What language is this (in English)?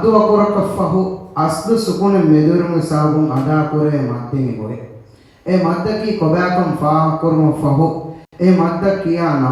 Divehi